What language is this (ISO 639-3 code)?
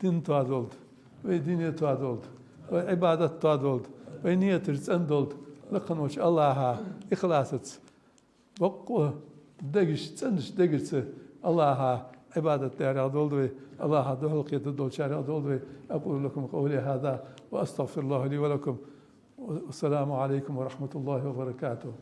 inh